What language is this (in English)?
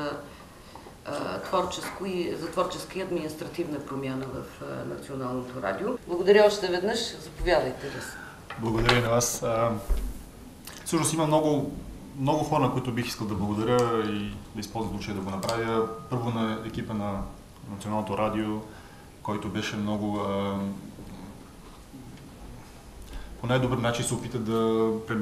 Bulgarian